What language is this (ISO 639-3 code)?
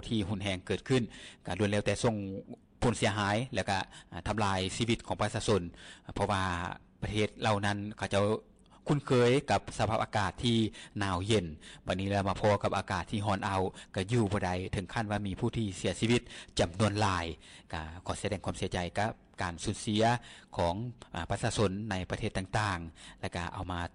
lao